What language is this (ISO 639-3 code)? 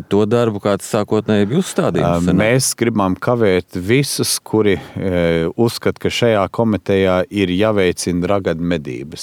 lav